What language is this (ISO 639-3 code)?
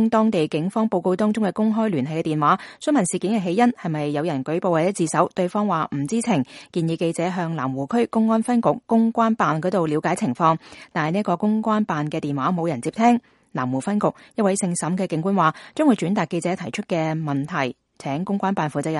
yue